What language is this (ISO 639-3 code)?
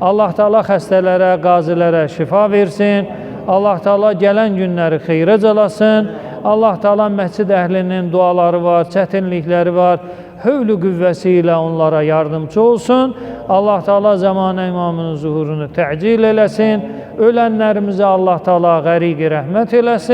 aze